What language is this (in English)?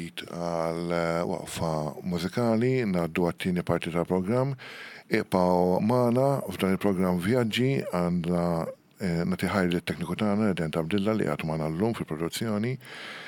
Maltese